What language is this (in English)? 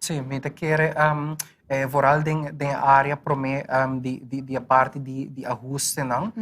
Papiamento